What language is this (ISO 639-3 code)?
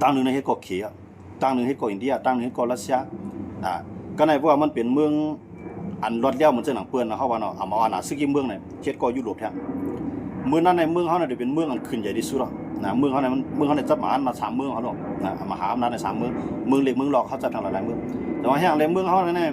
shn